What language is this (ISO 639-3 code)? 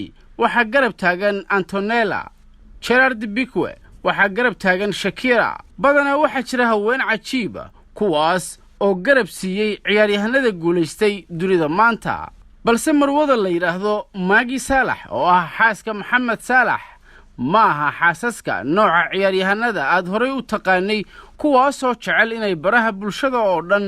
som